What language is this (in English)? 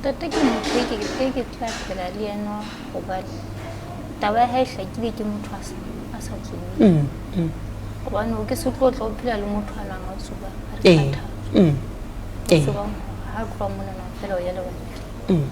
Southern Sotho